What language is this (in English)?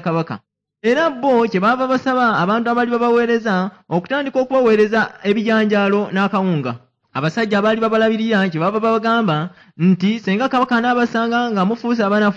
Ganda